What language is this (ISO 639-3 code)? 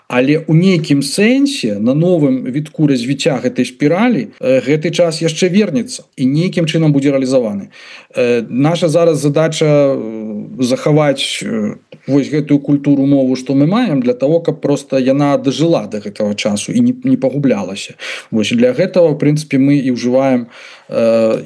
bel